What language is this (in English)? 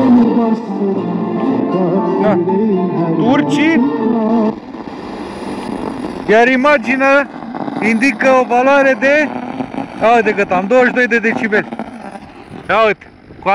Romanian